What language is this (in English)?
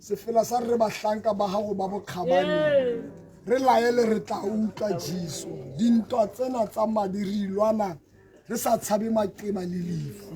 Tswana